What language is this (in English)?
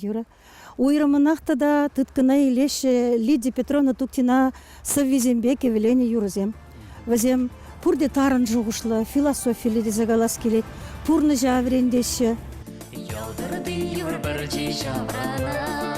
Chuvash